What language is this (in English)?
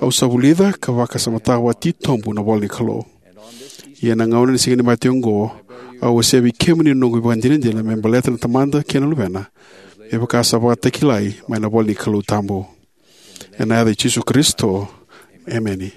Fijian